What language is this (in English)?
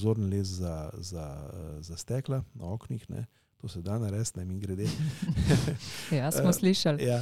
Slovenian